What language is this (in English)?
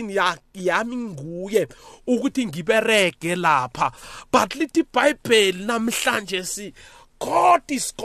South Ndebele